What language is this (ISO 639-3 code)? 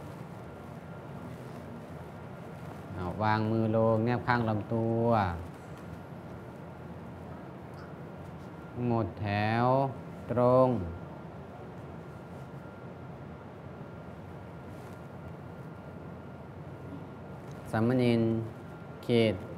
tha